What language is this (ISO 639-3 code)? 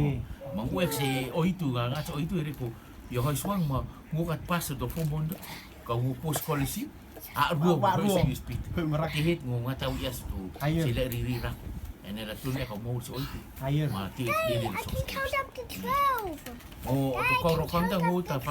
rtm